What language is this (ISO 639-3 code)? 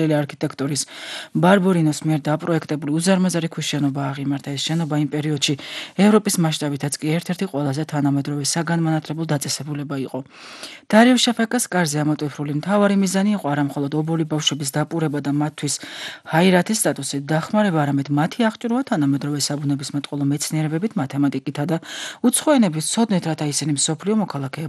kat